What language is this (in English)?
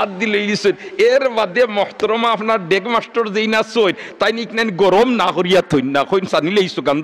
Sylheti